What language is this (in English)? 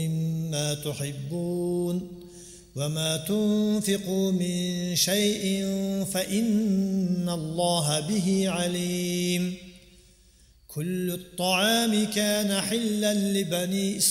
Arabic